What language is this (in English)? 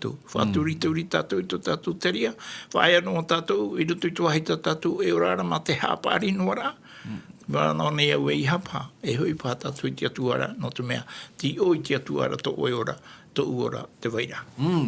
Tahitian